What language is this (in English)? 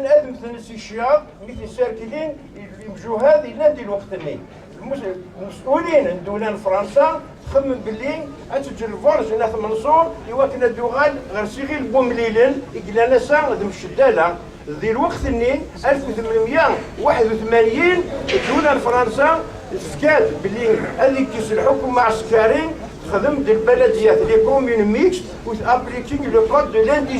Kabyle